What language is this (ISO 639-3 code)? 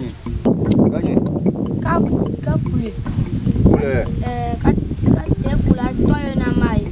tiv